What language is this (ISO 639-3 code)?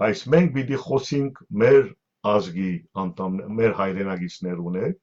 hyw